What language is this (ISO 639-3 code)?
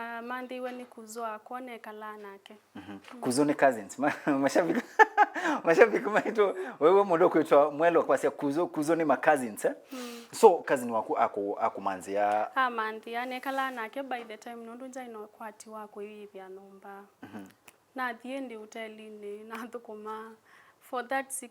kam